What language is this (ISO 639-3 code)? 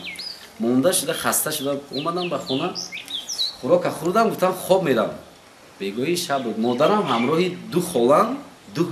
tgk